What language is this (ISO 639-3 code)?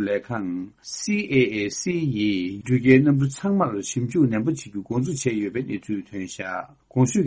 bod